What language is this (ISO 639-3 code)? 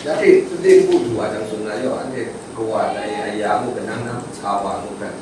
kac